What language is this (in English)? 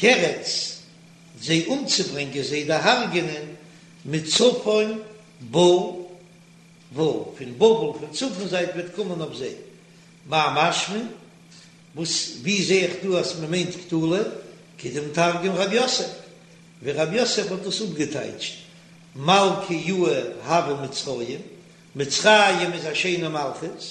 Yiddish